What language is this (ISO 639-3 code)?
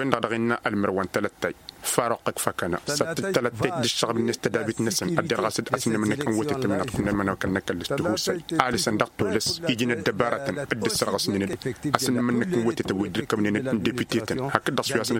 taq